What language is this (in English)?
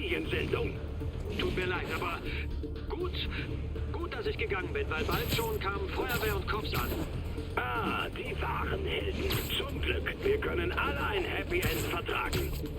Bavarian